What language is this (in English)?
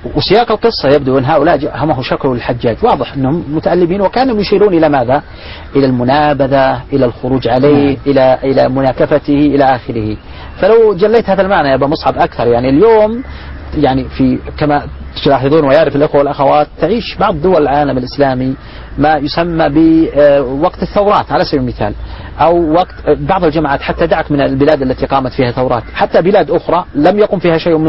Arabic